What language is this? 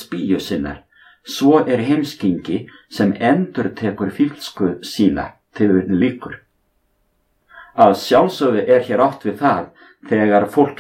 Icelandic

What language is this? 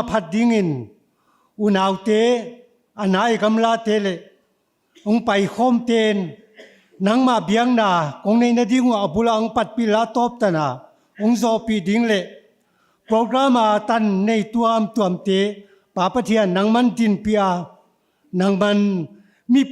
Paite Chin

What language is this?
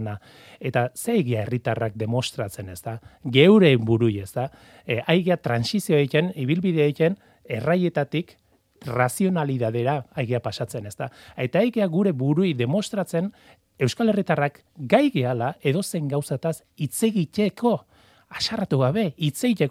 Basque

